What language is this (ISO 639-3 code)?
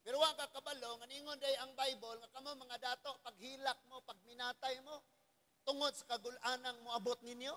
ceb